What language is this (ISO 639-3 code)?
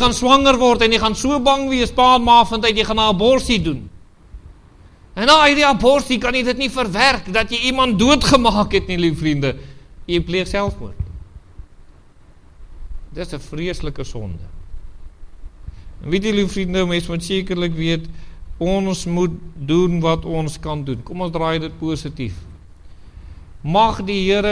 afr